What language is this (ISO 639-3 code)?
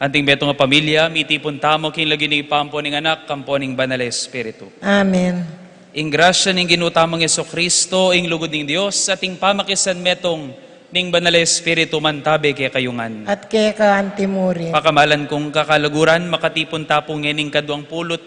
pam